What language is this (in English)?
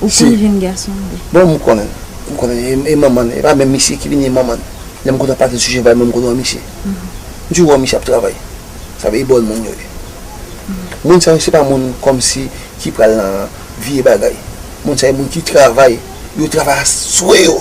Haitian Creole